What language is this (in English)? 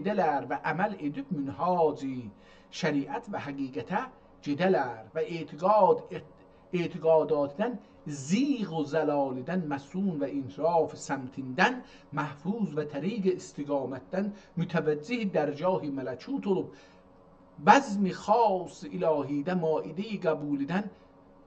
South Azerbaijani